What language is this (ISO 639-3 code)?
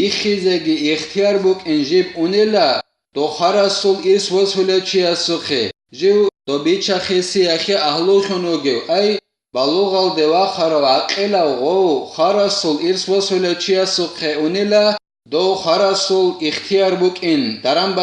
ava